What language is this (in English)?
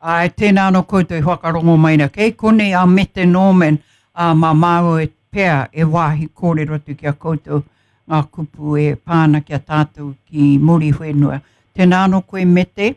Māori